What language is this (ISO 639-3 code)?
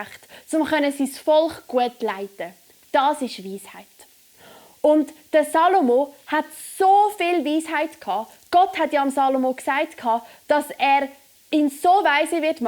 gsw